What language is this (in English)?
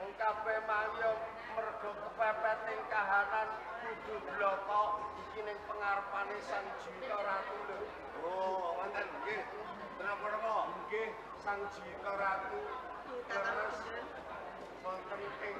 Javanese